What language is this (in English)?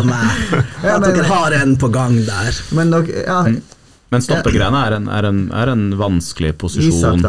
Norwegian